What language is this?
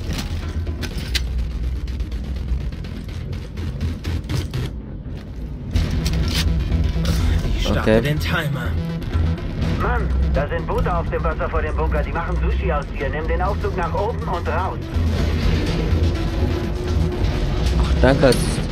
German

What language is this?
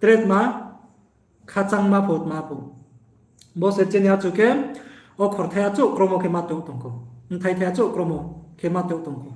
Riang (India)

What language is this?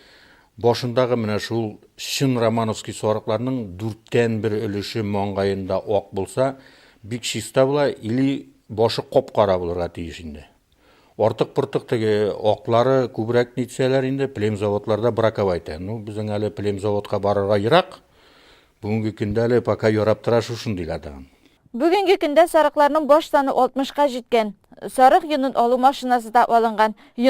Tatar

